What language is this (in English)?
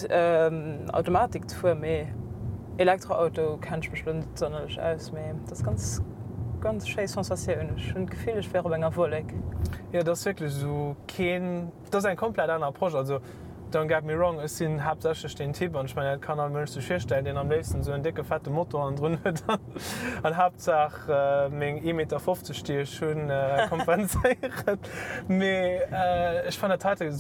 Luxembourgish